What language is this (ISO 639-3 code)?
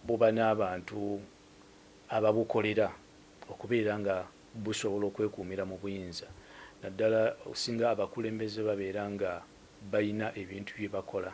lug